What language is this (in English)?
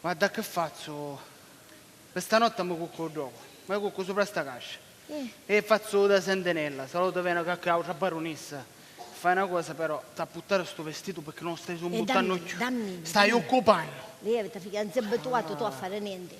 Sicilian